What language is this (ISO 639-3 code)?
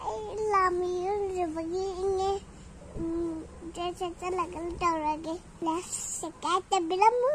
mni